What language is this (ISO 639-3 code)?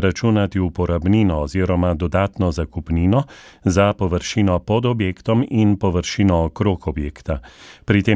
slv